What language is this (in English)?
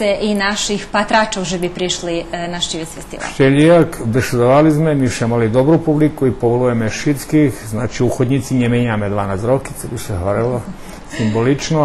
Rusyn